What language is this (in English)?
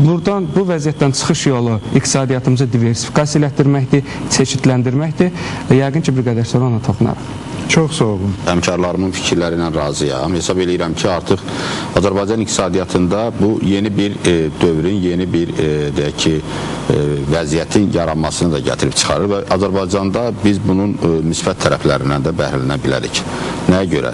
Azerbaijani